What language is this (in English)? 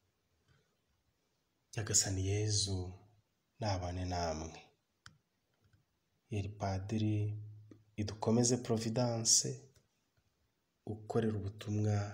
Kinyarwanda